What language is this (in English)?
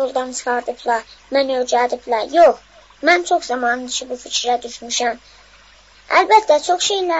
South Azerbaijani